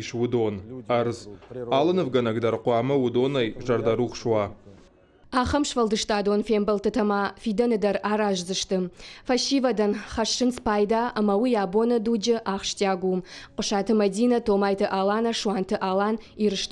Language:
Ossetic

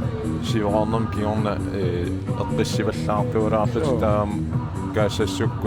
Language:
Kalaallisut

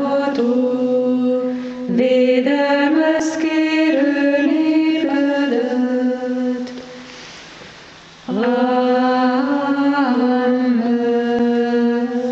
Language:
Hungarian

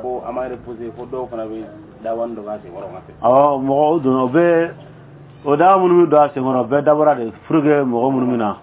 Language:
Dyula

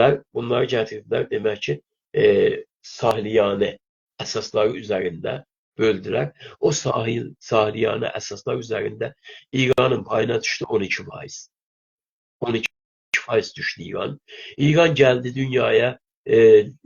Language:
South Azerbaijani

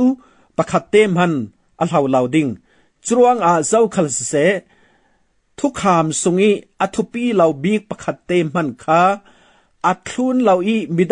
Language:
Falam Chin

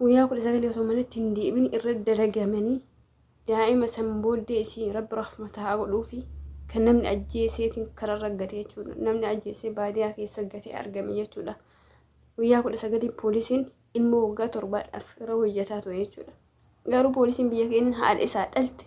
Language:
Oromo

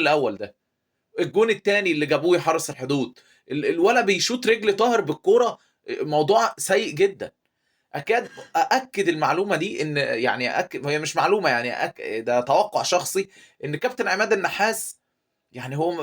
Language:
Egyptian Arabic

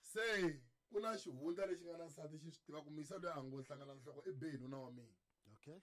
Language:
Tsonga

